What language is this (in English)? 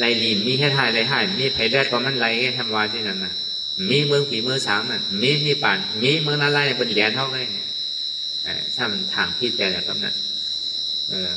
Shan